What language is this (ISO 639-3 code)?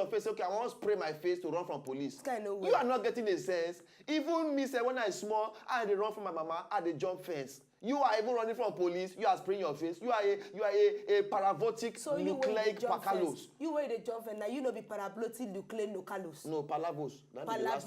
pcm